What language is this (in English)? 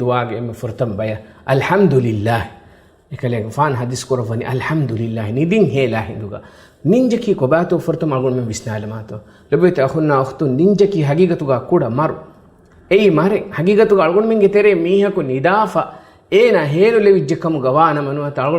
Divehi